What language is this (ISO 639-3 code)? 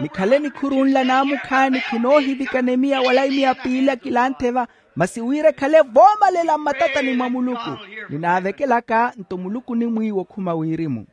vmw